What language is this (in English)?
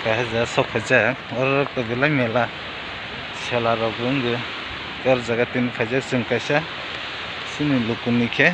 Kok Borok